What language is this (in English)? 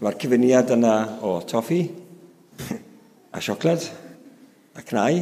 Welsh